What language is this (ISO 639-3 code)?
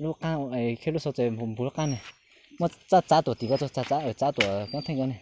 hmn